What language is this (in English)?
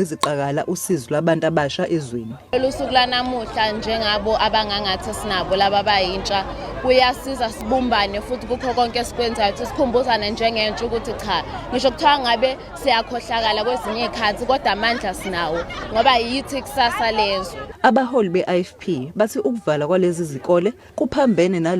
Zulu